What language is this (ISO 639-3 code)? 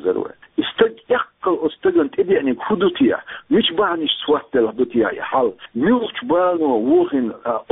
che